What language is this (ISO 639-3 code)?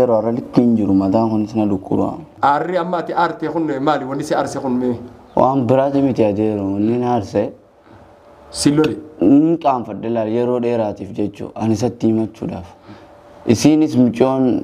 orm